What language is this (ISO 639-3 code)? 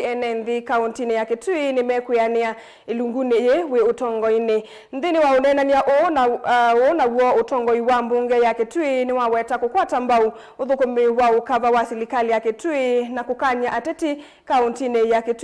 kam